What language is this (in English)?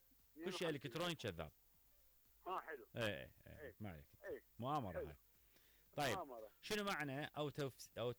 Mesopotamian Arabic